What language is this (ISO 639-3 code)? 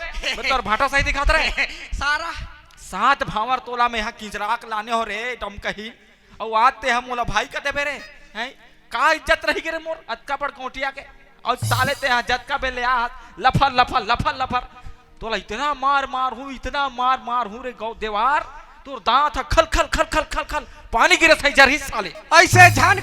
hne